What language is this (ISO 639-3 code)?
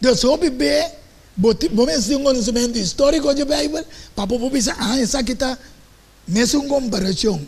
pap